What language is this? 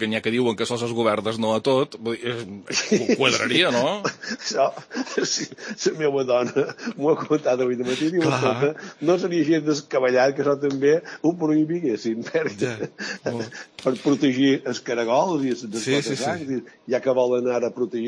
Catalan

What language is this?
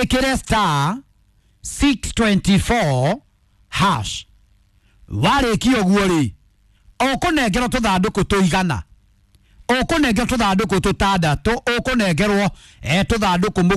Kikuyu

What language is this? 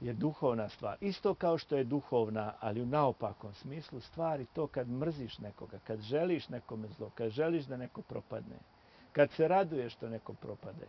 Bosnian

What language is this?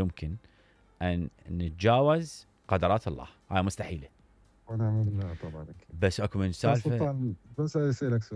Mesopotamian Arabic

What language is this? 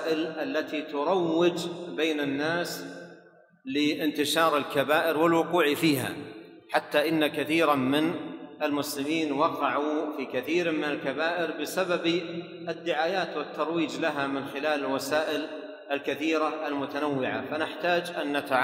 Arabic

